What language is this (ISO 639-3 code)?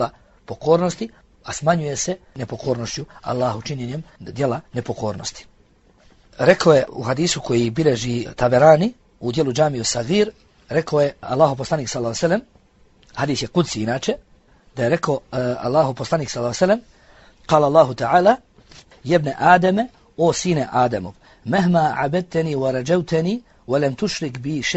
bos